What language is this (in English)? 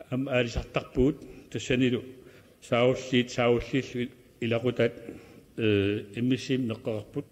Kalaallisut